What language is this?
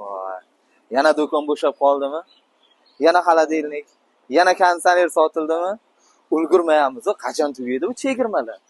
Uzbek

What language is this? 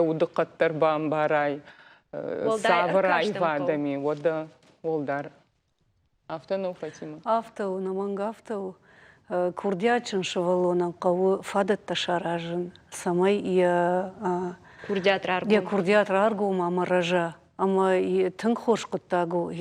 Ossetic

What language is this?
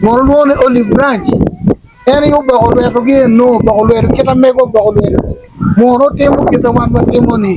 Acoli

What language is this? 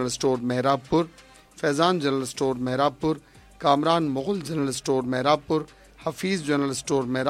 Sindhi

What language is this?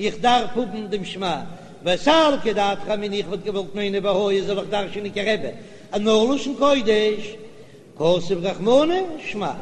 Yiddish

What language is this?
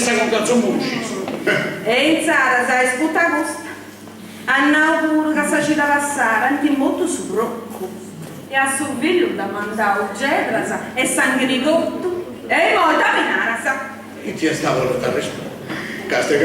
Sardinian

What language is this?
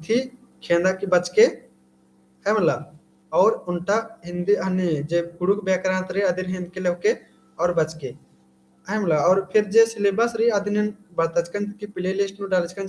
Kurukh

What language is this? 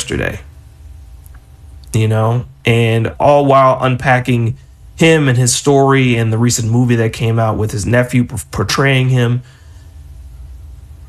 English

